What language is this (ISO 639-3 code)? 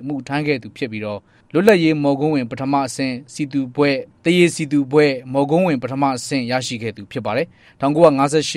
mya